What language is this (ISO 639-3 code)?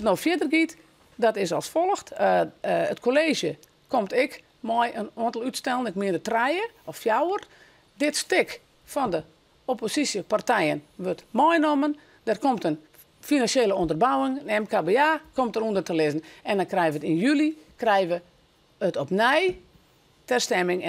fry